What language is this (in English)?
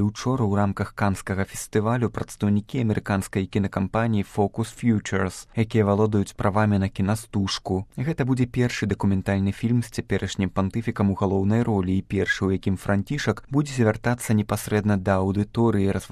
Belarusian